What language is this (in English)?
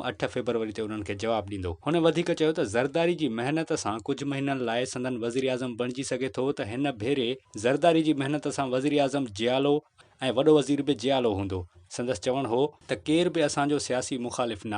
Sindhi